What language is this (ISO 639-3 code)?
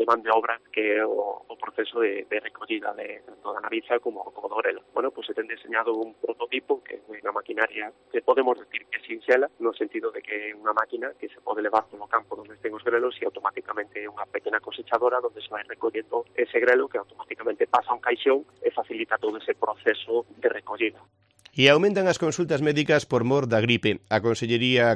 glg